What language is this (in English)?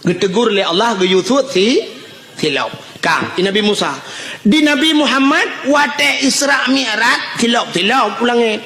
Achinese